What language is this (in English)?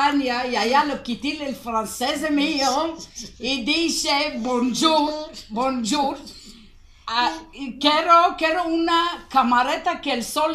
Ladino